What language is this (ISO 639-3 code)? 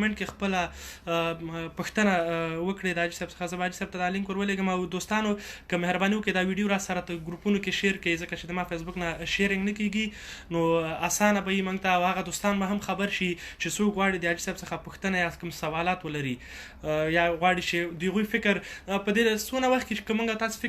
pus